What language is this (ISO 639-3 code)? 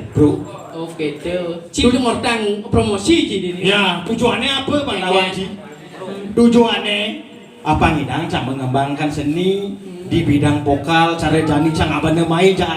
ban